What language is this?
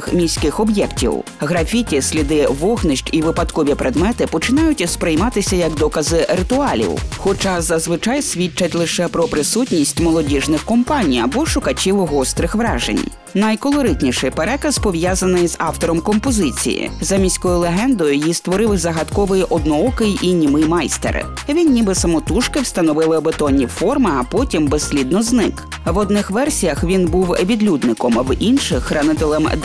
Ukrainian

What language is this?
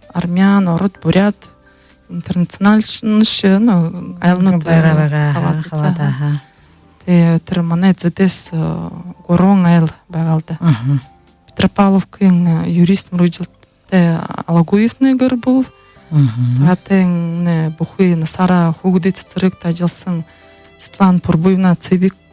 Buriat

